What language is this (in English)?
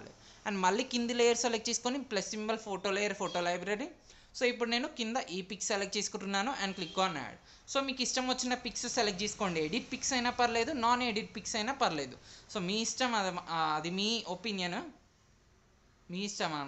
Telugu